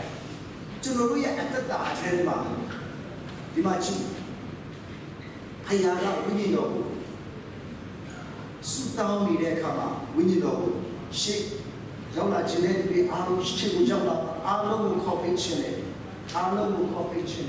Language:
Burmese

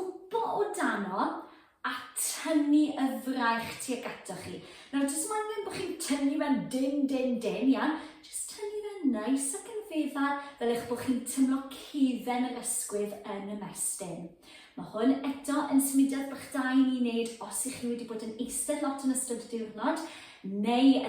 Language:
Welsh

